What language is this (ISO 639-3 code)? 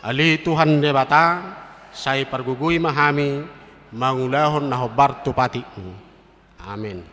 bbc